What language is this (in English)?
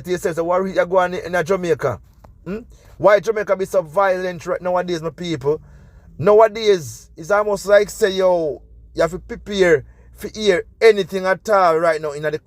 Jamaican Creole English